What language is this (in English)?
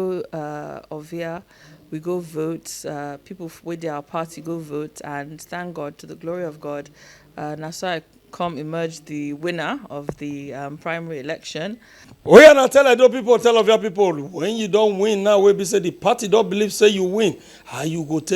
Nigerian Pidgin